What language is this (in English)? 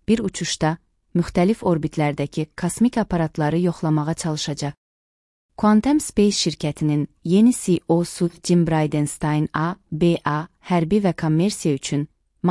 Azerbaijani